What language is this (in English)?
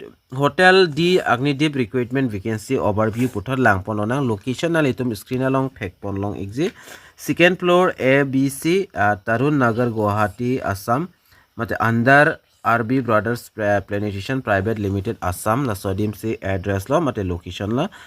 Karbi